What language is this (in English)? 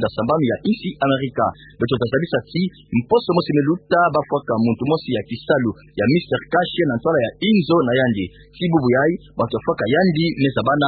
Kituba (Democratic Republic of Congo)